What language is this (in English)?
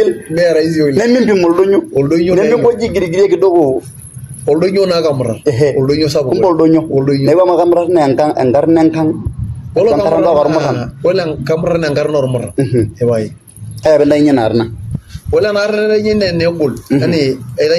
Masai